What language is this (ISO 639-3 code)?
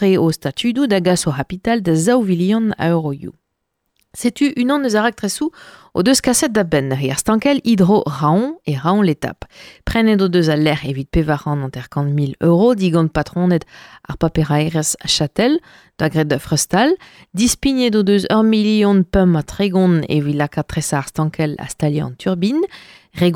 bre